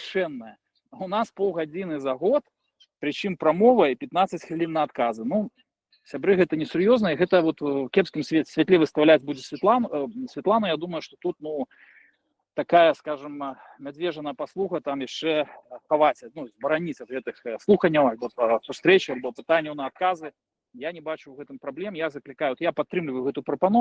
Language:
Belarusian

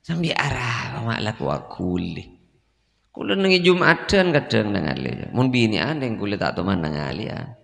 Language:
Madurese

